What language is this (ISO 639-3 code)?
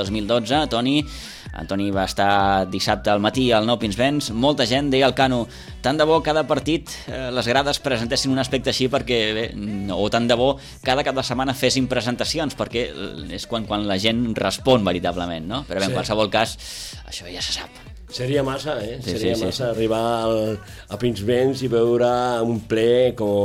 cat